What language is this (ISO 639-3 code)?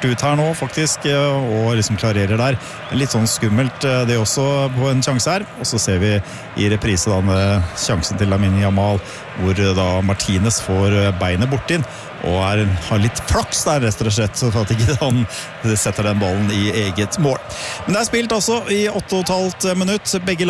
nor